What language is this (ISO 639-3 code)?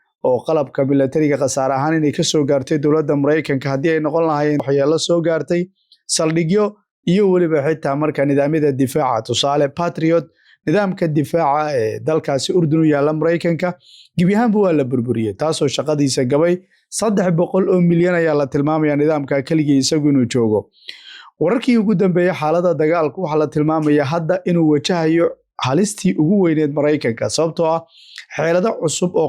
som